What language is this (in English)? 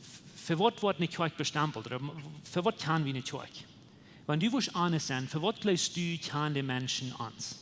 Plautdietsch